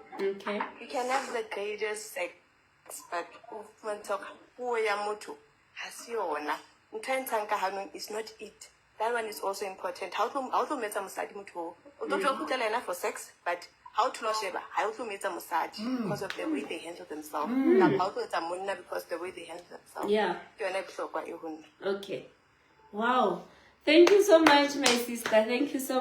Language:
Southern Sotho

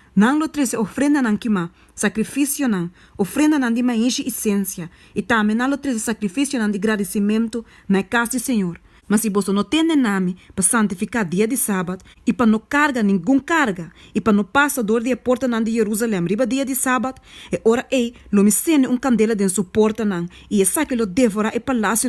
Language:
Papiamento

